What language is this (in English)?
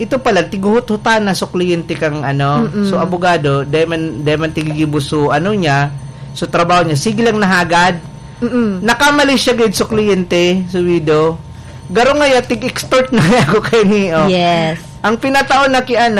Bikol